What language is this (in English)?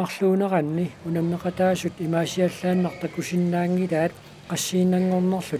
Kalaallisut